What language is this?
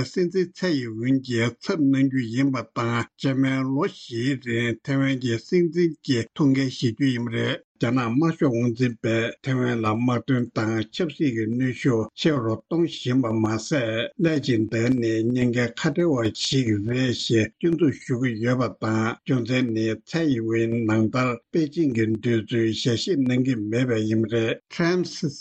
Tibetan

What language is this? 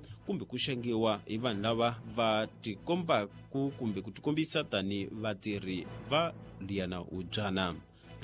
Tsonga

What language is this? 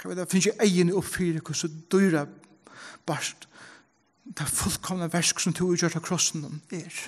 Faroese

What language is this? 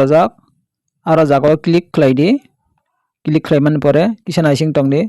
Kok Borok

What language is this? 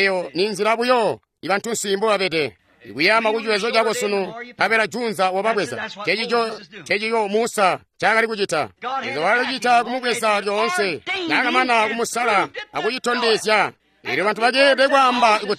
Tonga (Zambia)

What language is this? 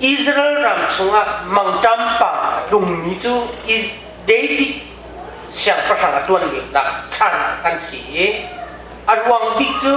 Hakha Chin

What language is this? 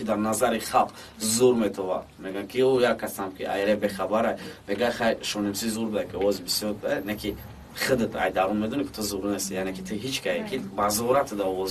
Tajik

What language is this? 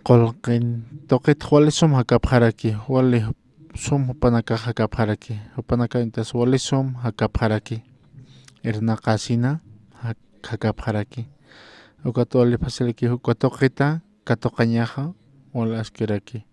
Aymara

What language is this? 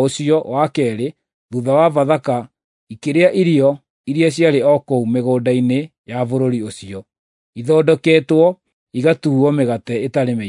Kikuyu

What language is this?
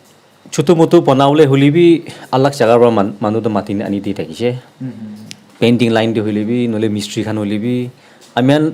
Naga Pidgin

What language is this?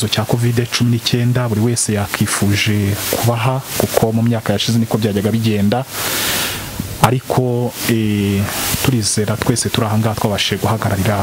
Kinyarwanda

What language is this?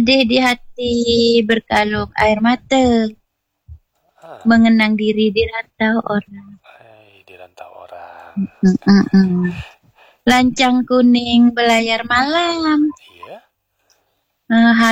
Malay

